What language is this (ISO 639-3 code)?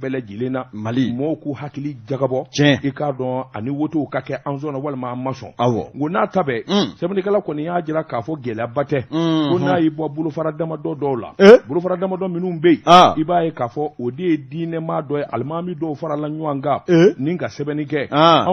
bam